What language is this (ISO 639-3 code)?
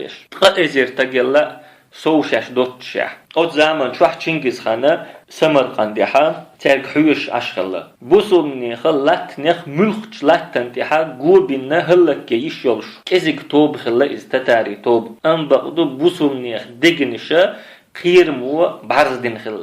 che